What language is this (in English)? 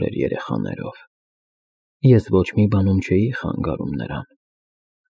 Armenian